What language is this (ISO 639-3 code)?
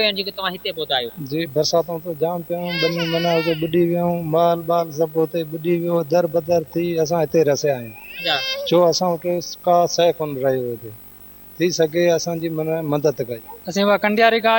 snd